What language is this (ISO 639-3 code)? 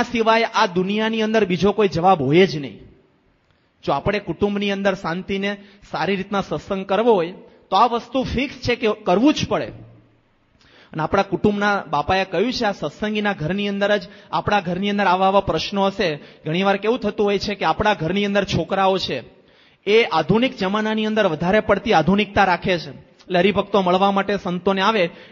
guj